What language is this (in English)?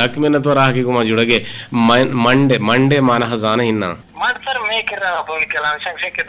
Eastern Balochi